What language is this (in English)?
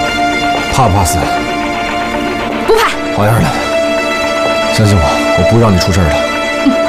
Chinese